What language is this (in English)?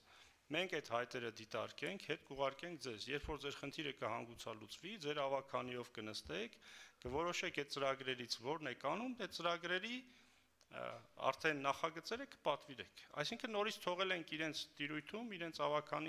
Armenian